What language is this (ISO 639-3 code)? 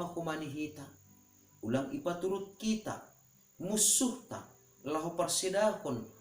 bts